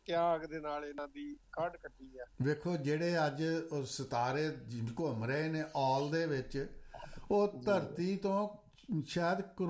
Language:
Punjabi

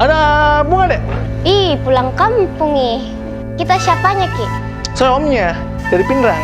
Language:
Makassar Malay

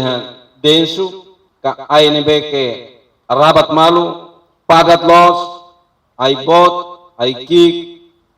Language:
Tetum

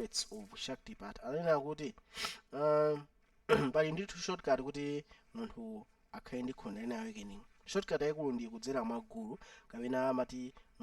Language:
Nyanja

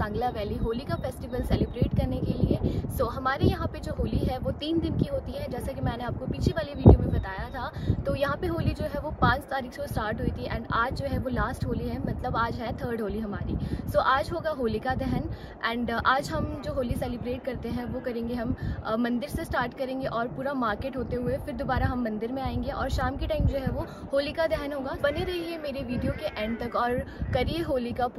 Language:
Hindi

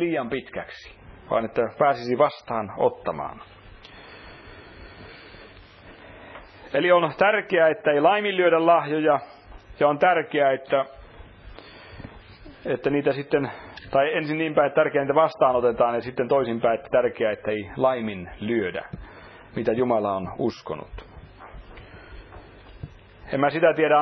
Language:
Finnish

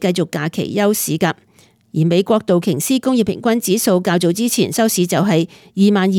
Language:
Cantonese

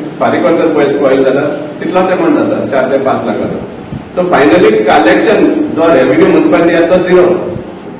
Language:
Konkani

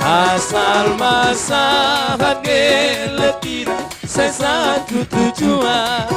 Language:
Batak Toba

